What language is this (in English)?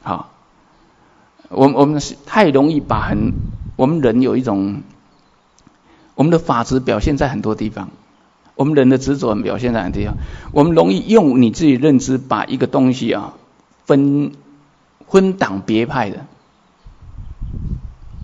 Chinese